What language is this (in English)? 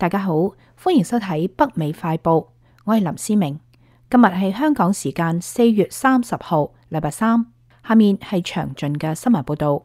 Cantonese